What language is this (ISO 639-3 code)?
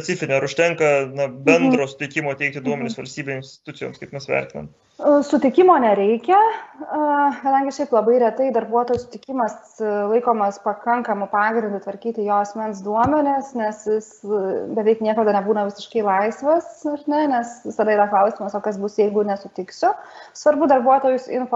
lit